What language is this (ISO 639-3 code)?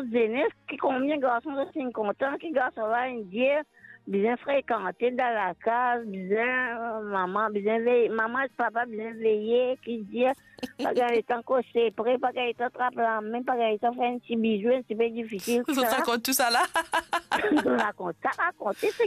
mfe